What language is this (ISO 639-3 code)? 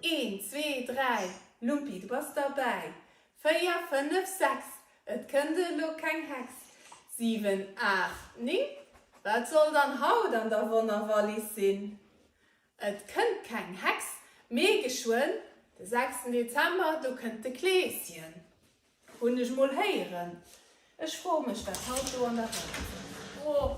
ltz